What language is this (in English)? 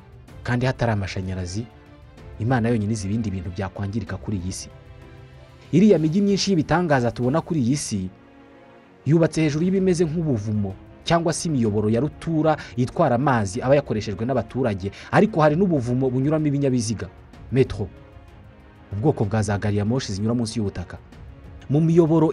Kinyarwanda